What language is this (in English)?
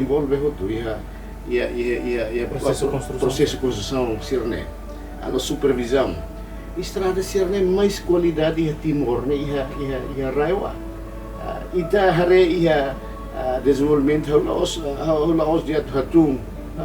Tetum